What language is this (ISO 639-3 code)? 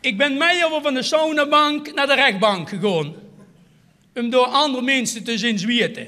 lim